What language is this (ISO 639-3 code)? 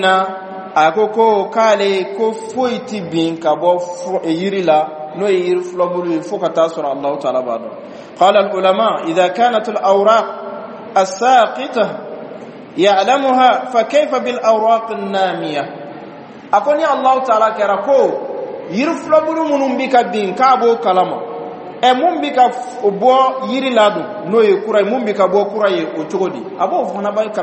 bam